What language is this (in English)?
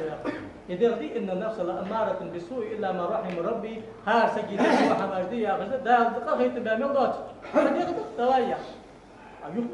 Ingush